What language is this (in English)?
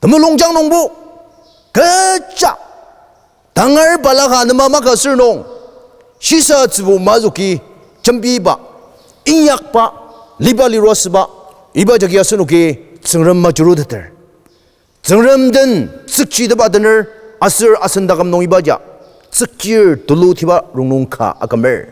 Ao Naga